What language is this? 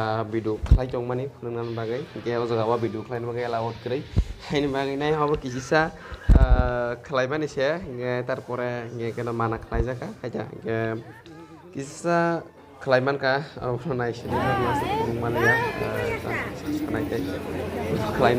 Kok Borok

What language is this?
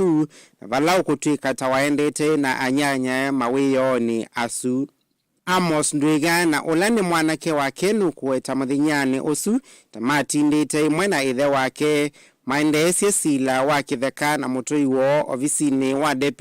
Kamba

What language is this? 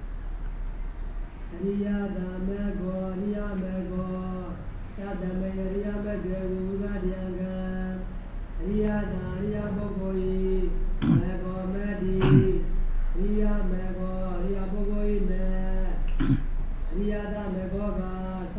Burmese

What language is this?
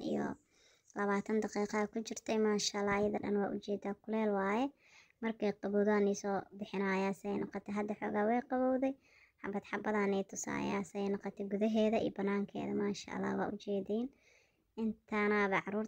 Somali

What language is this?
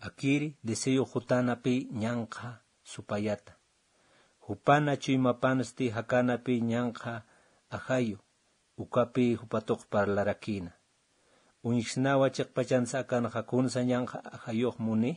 Aymara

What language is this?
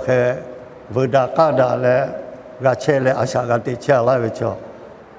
Lahu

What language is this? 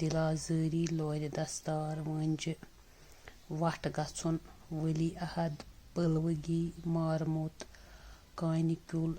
Kashmiri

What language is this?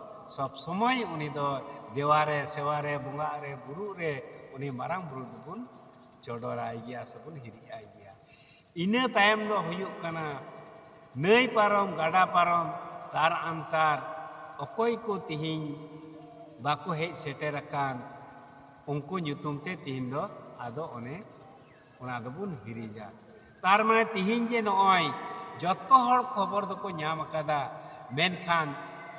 Santali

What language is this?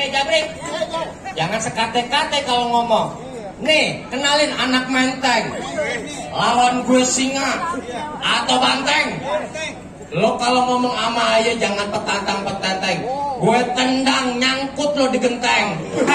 Betawi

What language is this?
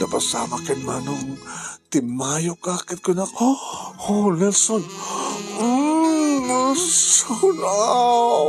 Iloko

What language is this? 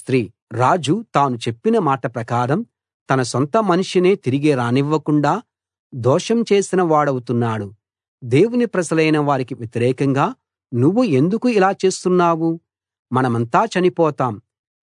Telugu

